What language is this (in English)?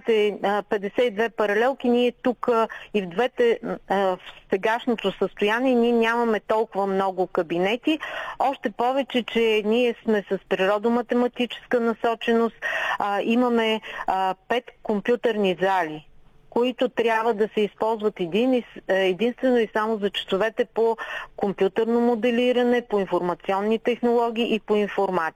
Bulgarian